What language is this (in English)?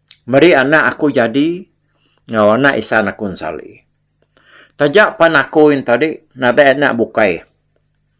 Iban